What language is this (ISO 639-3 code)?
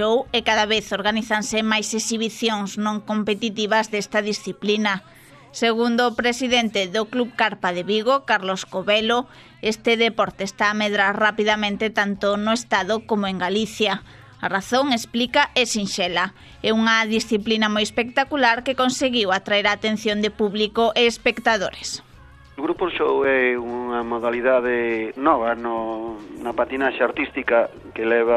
glg